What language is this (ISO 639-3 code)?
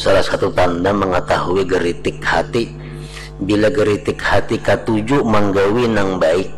bjn